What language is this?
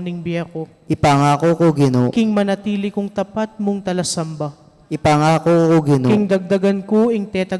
Pampanga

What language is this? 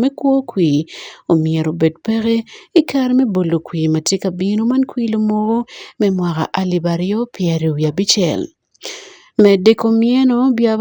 Acoli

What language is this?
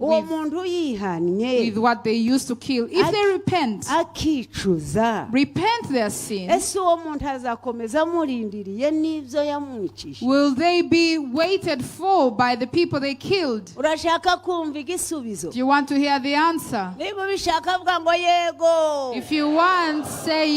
Kinyarwanda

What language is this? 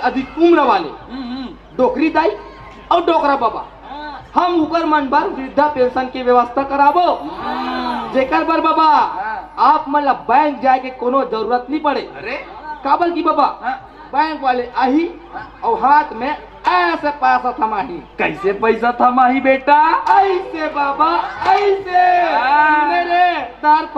Chhattisgarhi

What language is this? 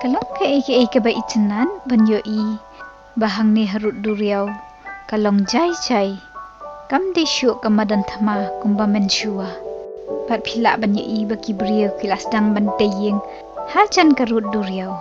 Khasi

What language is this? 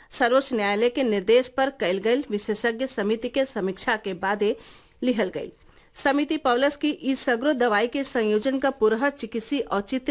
Bhojpuri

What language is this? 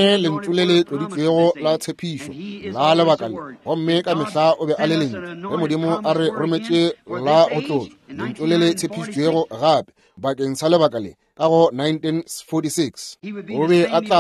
Northern Sotho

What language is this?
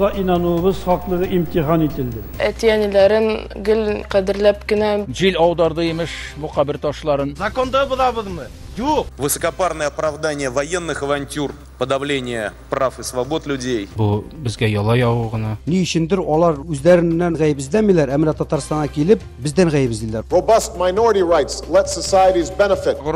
Tatar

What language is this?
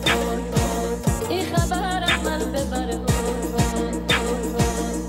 Persian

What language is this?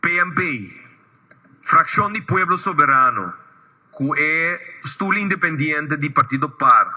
Papiamento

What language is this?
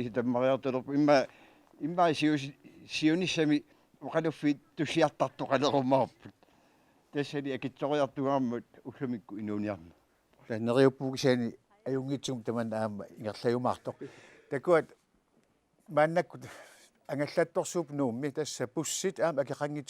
Kalaallisut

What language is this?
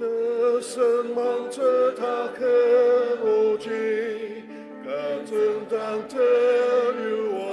Ao Naga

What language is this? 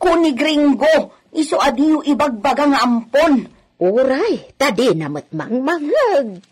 Iloko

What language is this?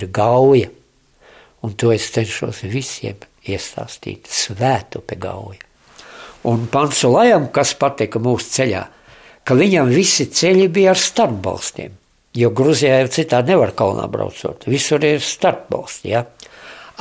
Latvian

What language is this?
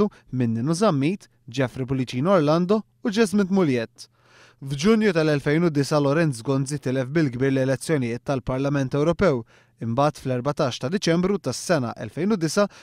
Maltese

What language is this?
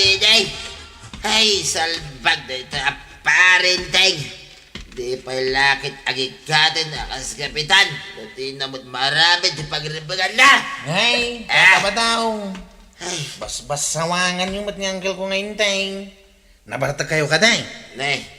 Iloko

